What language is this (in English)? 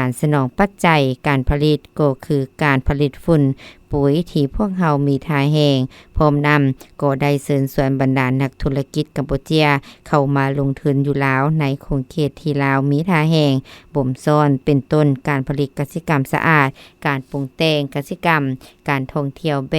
Lao